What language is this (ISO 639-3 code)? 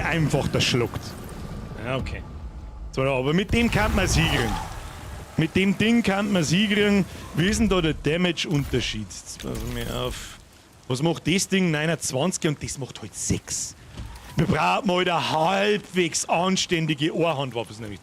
bar